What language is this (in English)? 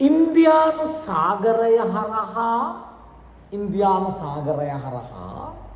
Sinhala